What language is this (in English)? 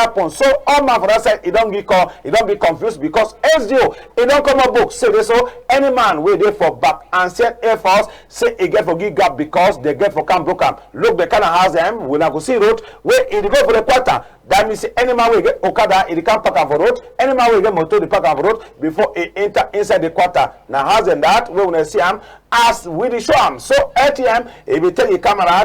Cameroon Pidgin